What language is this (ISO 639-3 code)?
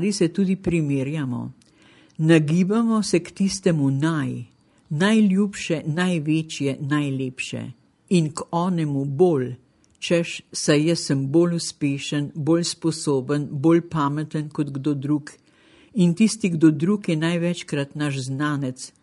slv